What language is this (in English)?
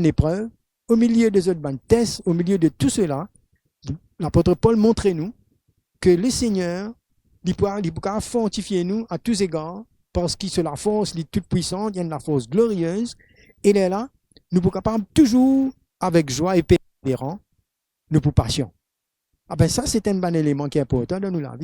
Morisyen